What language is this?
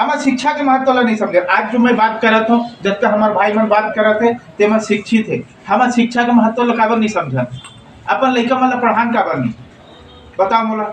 Chhattisgarhi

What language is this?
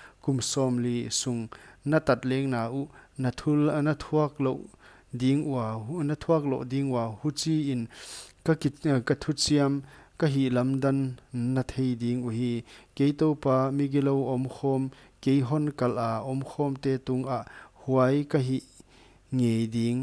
Paite Chin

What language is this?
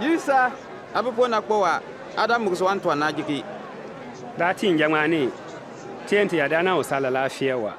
Bimoba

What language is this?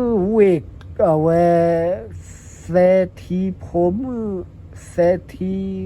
S'gaw Karen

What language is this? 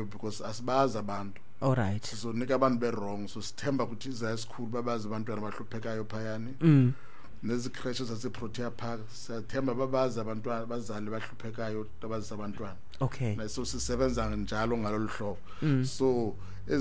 Xhosa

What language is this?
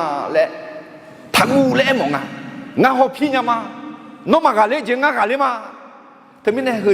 Akha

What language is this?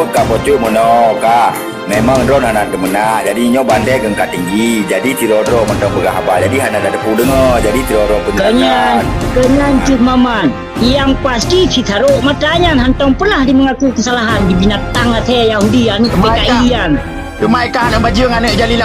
Achinese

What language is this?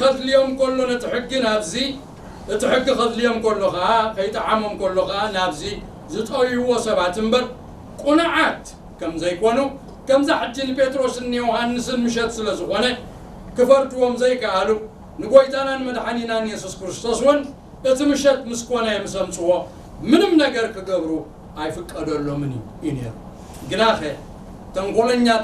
Tigrinya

